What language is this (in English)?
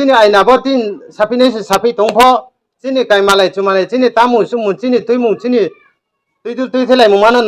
Riang (India)